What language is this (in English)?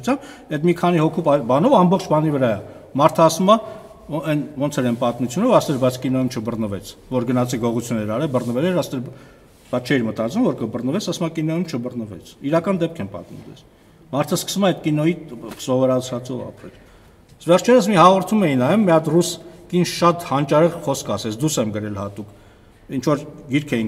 Armenian